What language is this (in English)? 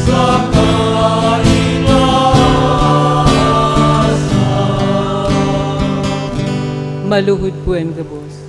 Bikol